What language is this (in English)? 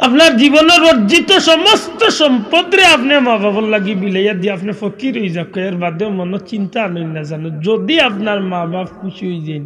Sylheti